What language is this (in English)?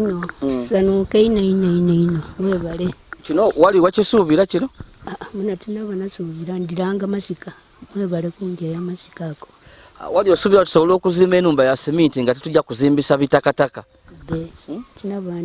Ganda